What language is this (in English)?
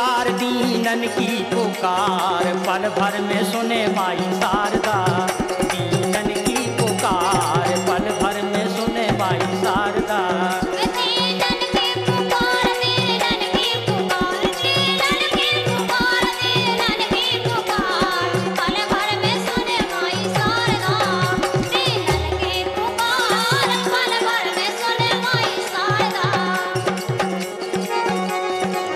Bundeli